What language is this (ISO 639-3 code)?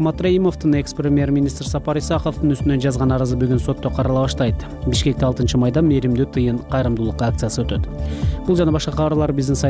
kir